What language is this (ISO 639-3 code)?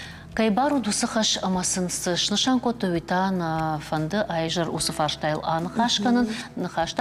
oss